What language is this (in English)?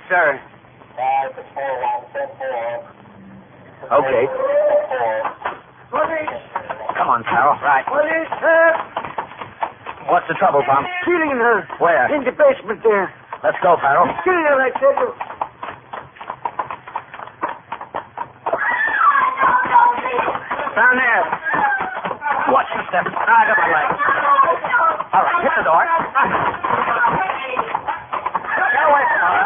English